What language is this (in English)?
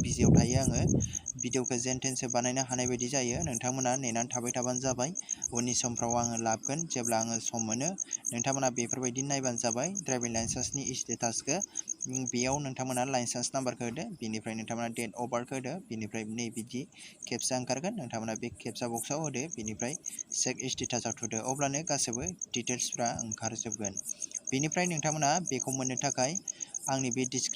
Bodo